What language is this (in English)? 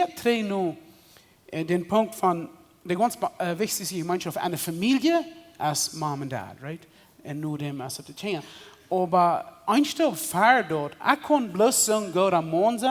Plautdietsch